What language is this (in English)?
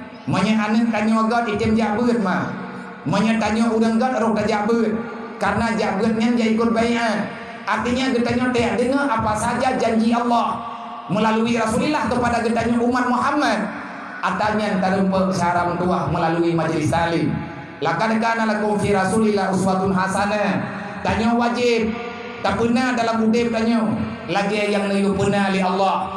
Achinese